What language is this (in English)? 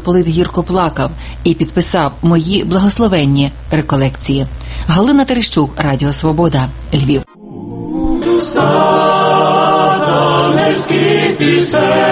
Ukrainian